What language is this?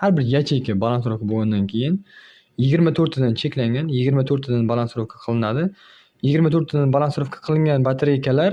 Uzbek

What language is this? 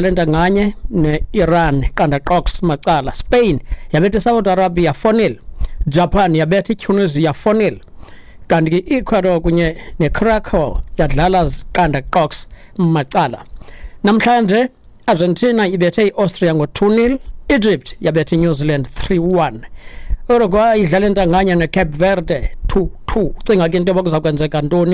Xhosa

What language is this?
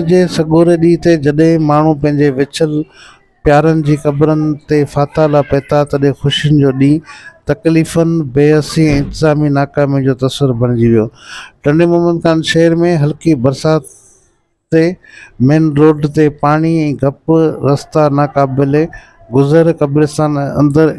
Sindhi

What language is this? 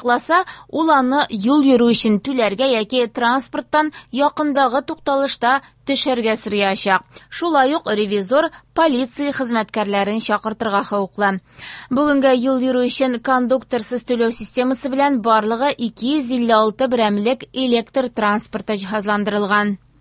Tatar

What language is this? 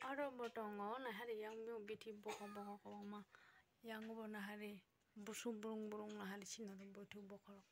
Kok Borok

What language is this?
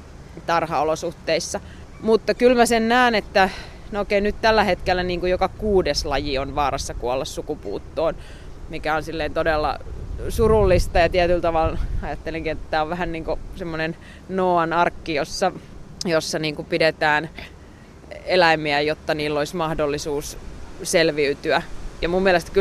Finnish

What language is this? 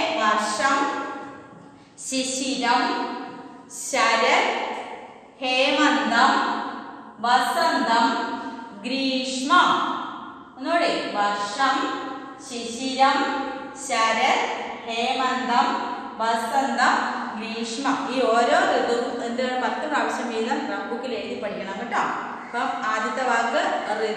Malayalam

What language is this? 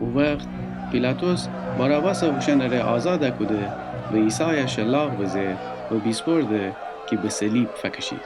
Gilaki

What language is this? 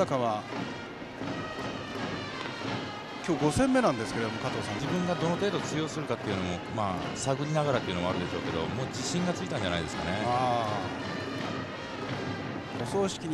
Japanese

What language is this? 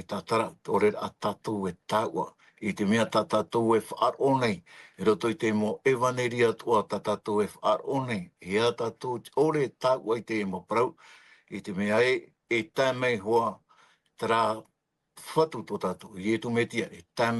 Tahitian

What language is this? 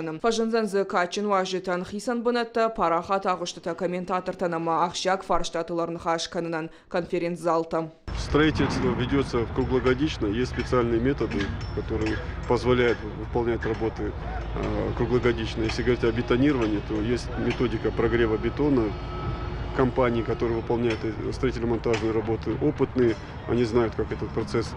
Ossetic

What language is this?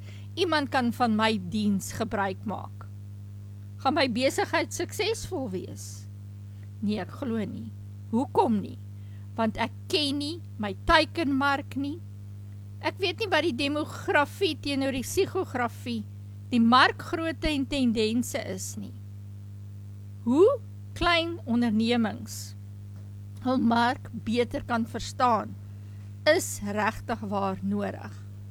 Afrikaans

